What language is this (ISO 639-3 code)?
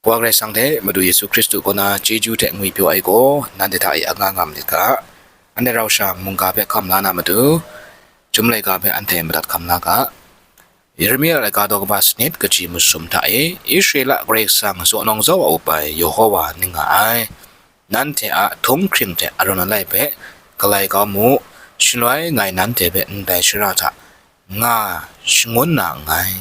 kac